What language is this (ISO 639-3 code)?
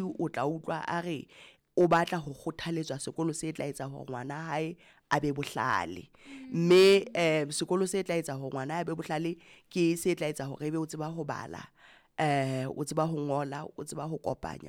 sot